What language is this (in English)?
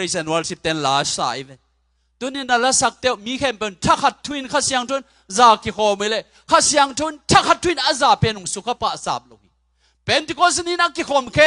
Tedim Chin